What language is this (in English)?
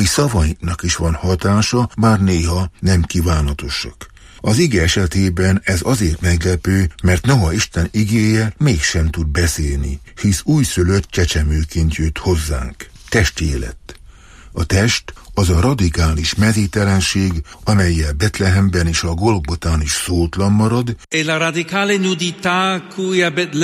Hungarian